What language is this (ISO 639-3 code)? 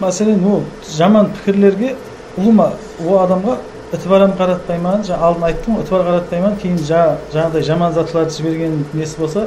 kaa